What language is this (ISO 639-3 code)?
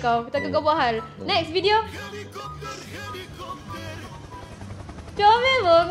msa